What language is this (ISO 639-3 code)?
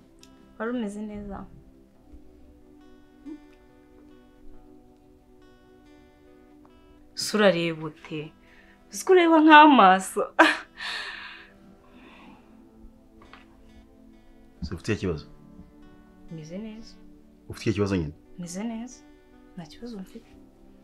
kin